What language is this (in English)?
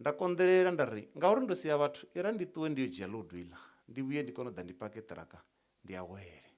Venda